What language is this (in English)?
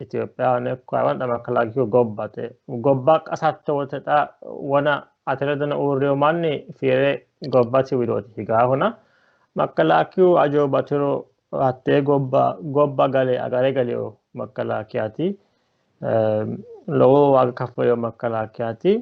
Sidamo